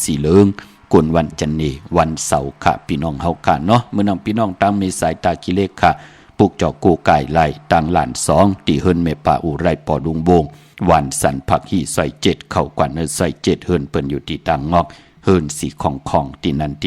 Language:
Shan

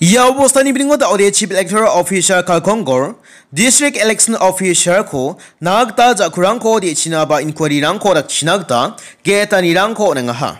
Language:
Garo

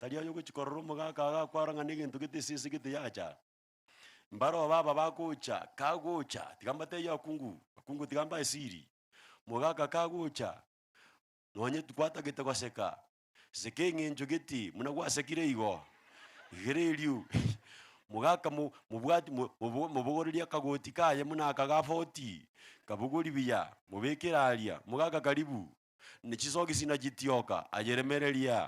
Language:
Gusii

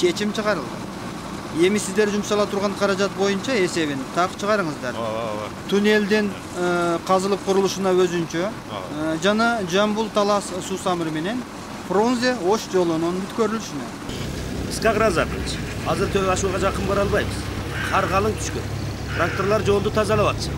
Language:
Kyrgyz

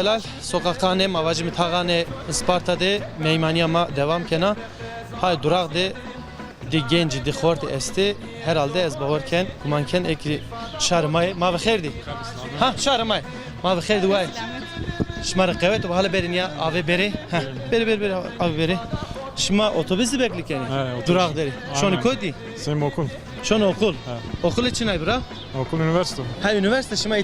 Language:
Zaza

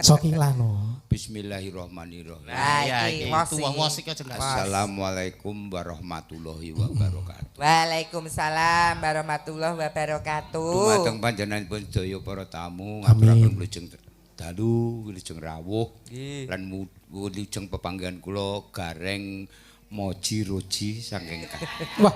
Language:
Javanese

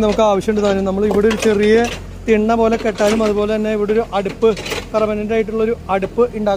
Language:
Malayalam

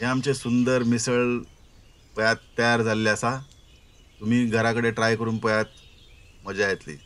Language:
Konkani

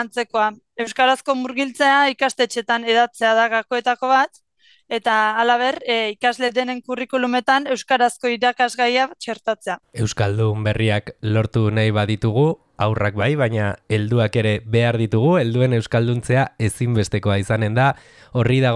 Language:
Basque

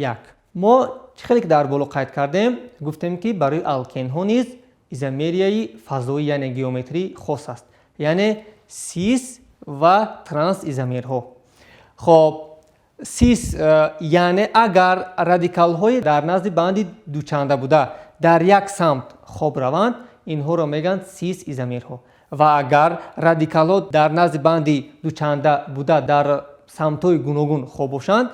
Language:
Tajik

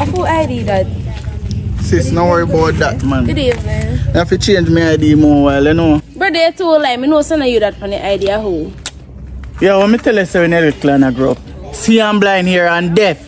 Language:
Jamaican Creole English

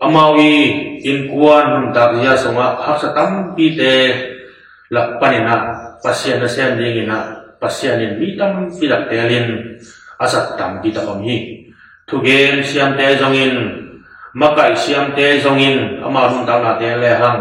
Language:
Tedim Chin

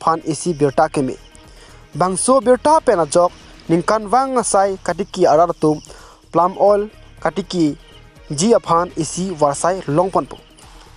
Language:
Karbi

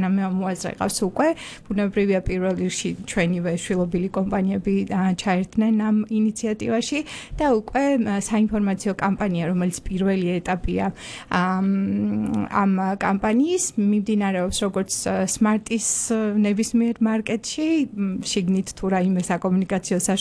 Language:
Georgian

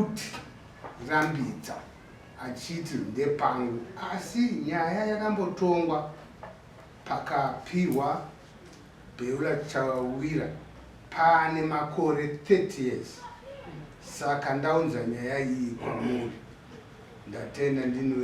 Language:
Shona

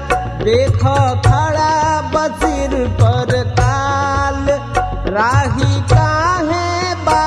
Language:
Bhojpuri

